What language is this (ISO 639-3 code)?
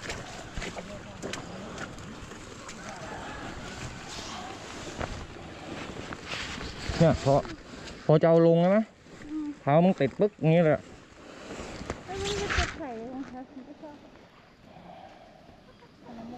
tha